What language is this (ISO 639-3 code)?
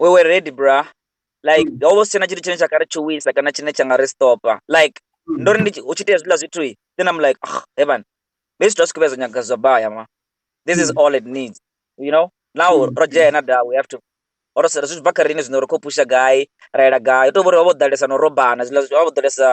ven